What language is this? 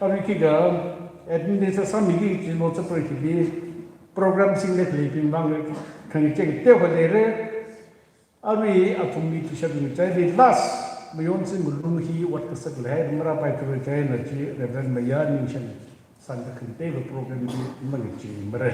Tangkhul Naga (India)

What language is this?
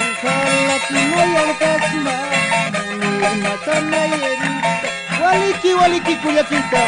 Aymara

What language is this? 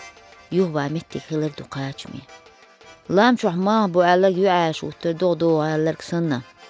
Chechen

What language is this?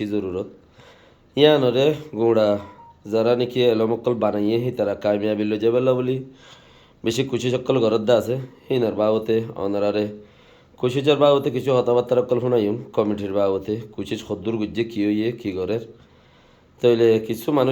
Rohingya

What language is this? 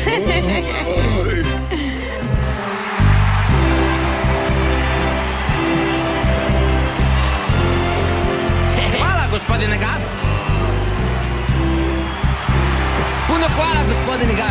Croatian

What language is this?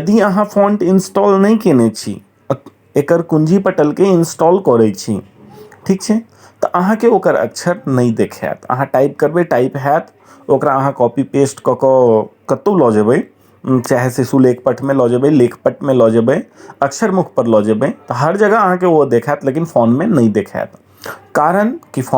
Maithili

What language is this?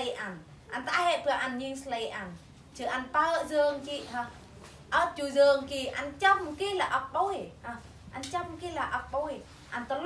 Eastern Bru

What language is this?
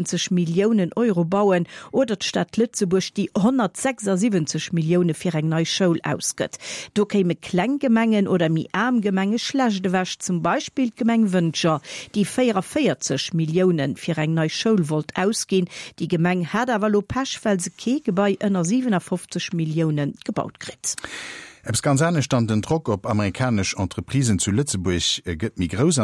Luxembourgish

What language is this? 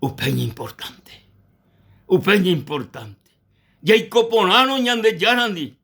Guarani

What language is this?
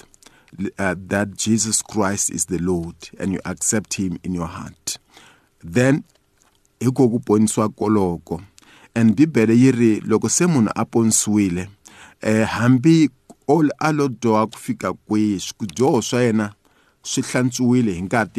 Tsonga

